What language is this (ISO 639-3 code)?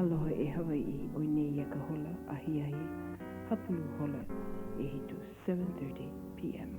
haw